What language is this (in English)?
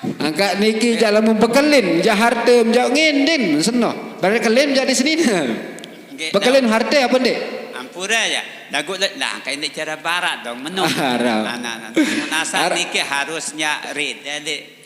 Sasak